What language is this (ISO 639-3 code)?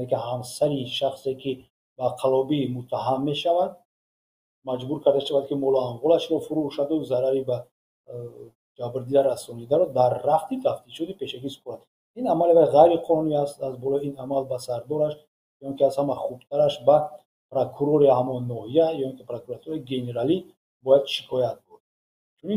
tgk